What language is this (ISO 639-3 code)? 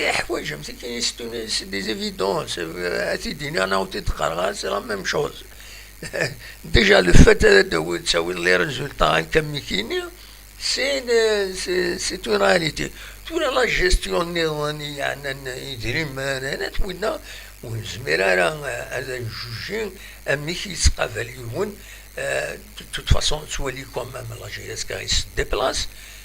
kab